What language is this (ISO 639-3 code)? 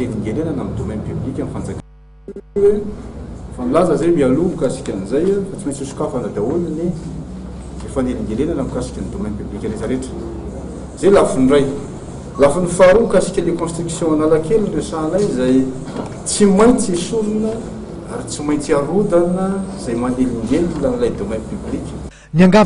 mlg